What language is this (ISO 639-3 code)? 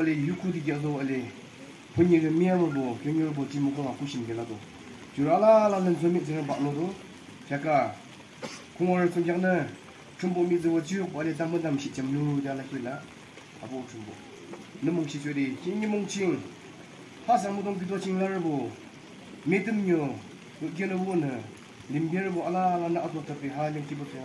nag